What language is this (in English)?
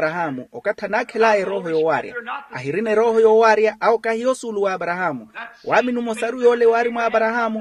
Makhuwa